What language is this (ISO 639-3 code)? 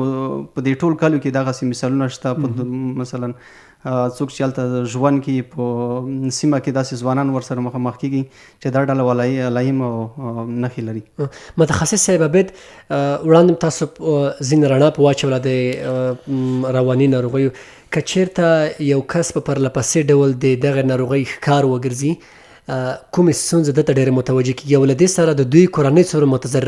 pus